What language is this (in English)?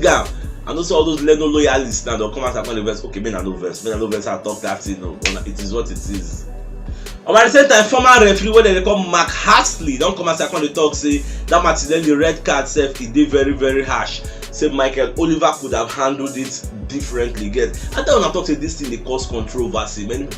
Nigerian Pidgin